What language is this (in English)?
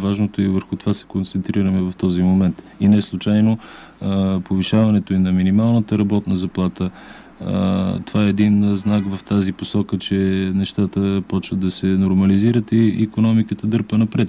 Bulgarian